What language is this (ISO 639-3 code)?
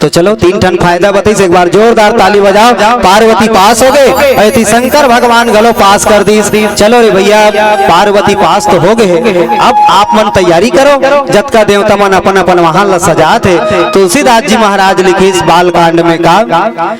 hne